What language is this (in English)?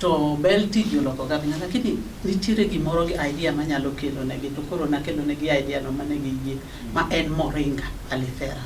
Luo (Kenya and Tanzania)